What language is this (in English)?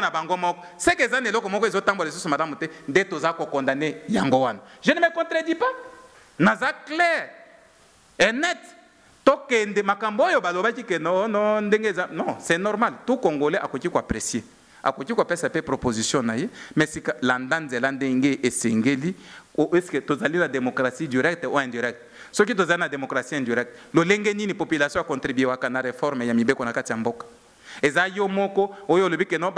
Lingala